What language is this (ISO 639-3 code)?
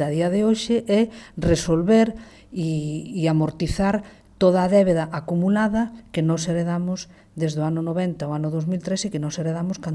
glg